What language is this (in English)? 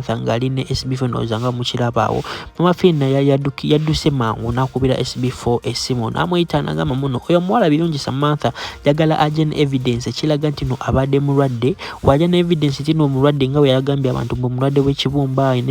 Ganda